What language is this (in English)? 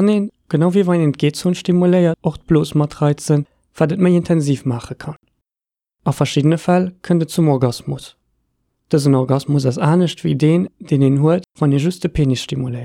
Luxembourgish